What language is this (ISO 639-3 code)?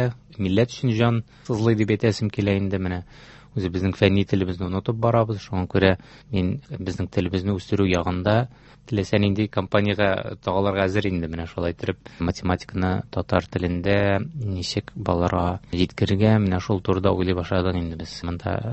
tat